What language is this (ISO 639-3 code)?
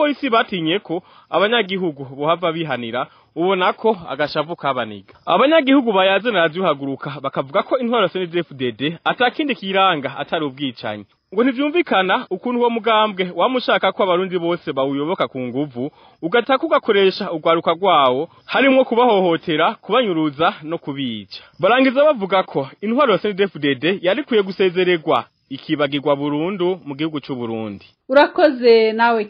run